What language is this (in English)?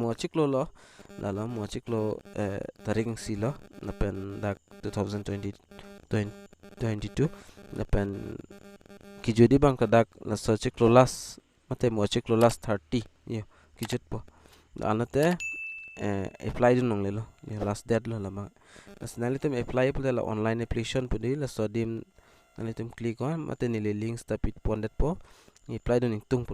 Karbi